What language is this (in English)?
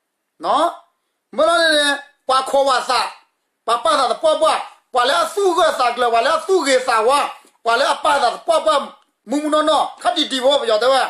S'gaw Karen